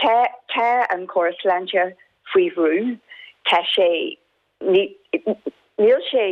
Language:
Irish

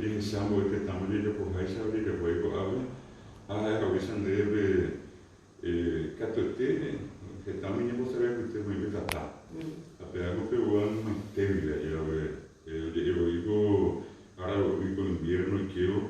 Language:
Guarani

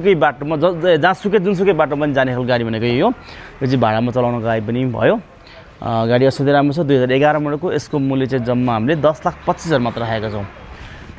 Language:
Nepali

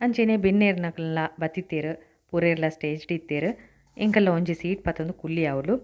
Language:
Tulu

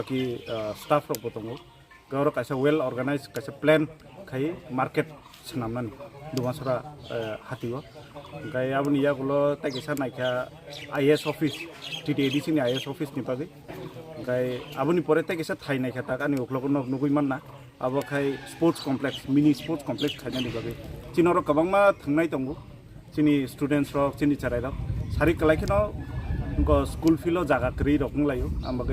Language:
Kok Borok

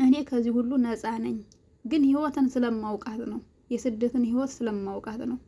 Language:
Amharic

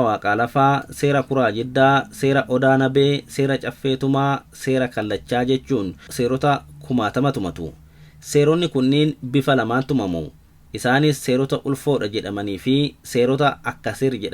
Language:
Oromo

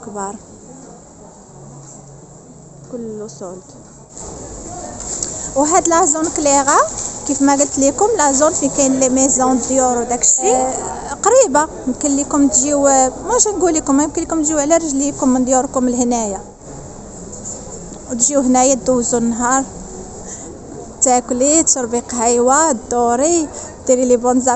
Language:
Moroccan Arabic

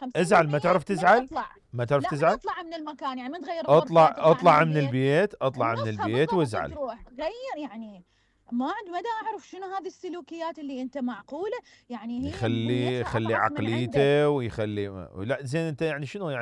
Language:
Mesopotamian Arabic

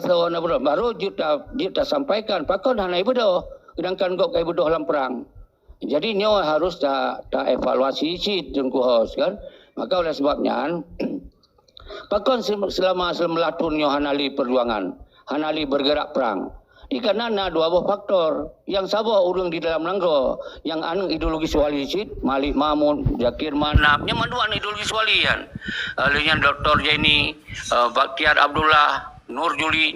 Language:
Achinese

